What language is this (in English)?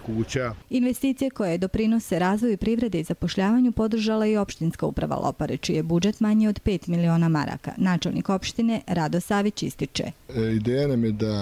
Bosnian